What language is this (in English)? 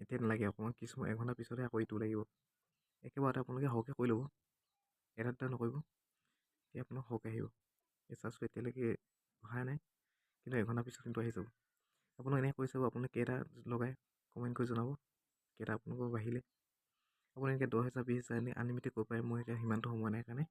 Assamese